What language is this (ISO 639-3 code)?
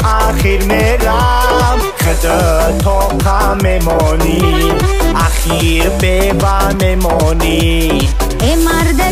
tgk